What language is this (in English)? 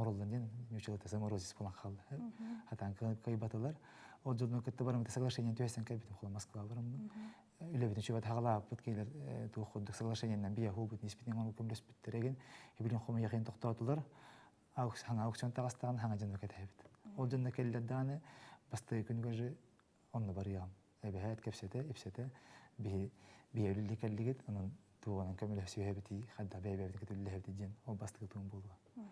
Yakut